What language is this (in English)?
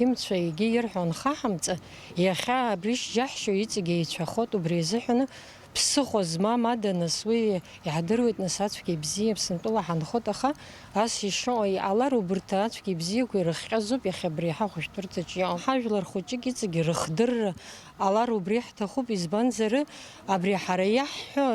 Abkhazian